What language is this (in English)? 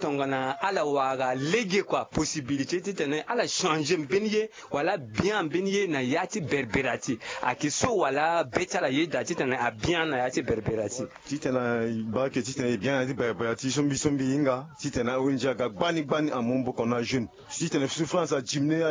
Sango